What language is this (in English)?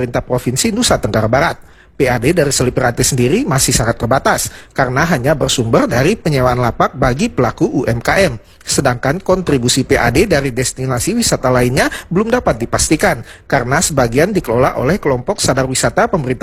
Indonesian